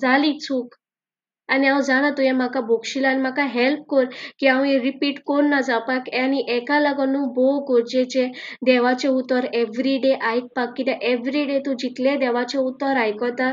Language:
Konkani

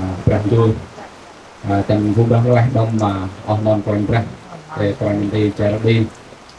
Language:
Central Mnong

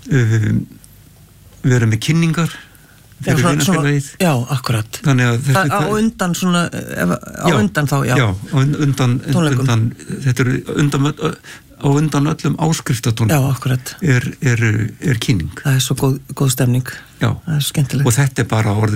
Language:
Icelandic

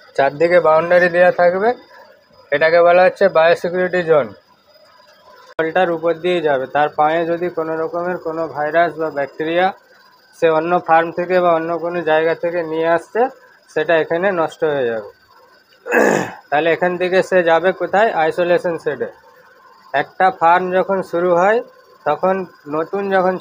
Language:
Bangla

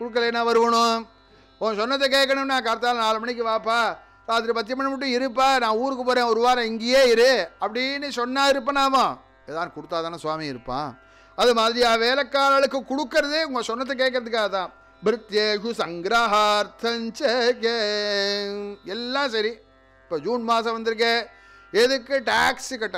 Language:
Tamil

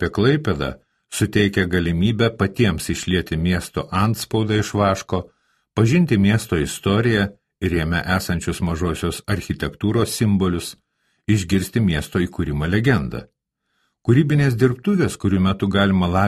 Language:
Lithuanian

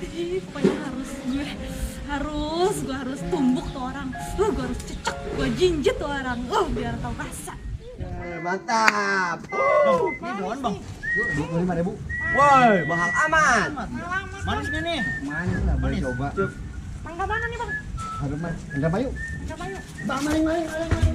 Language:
Betawi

